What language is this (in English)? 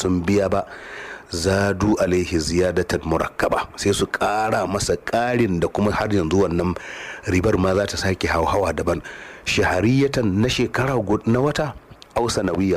Hausa